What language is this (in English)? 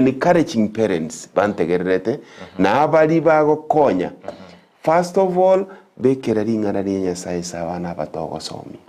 Gusii